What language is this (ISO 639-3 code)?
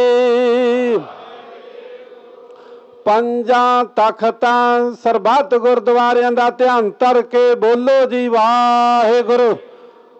pan